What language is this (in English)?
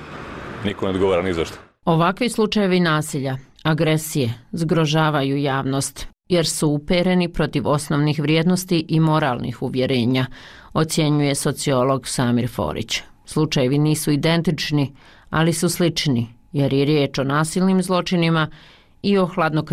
Bosnian